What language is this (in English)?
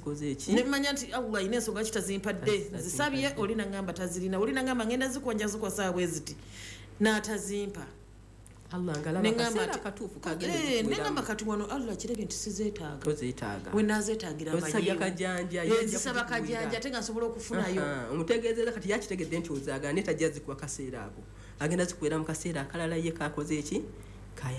Ganda